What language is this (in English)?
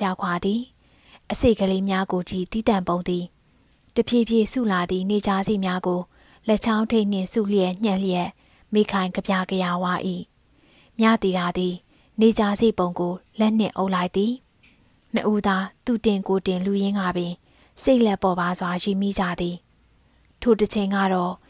Burmese